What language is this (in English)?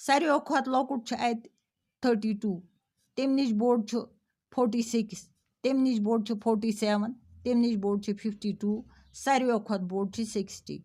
Kashmiri